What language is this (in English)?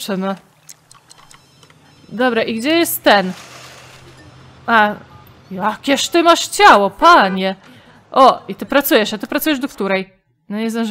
Polish